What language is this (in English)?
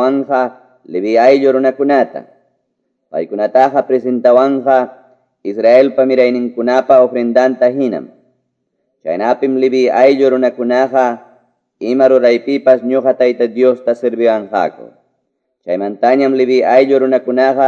Quechua